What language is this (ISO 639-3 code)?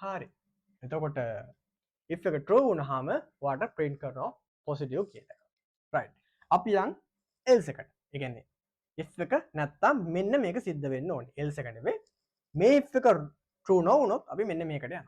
sin